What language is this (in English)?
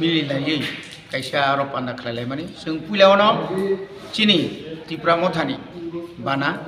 Kok Borok